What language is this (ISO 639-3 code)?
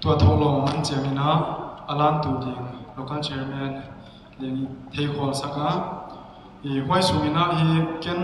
pck